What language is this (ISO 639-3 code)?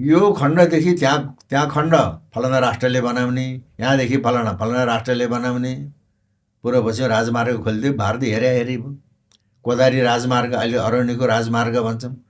nep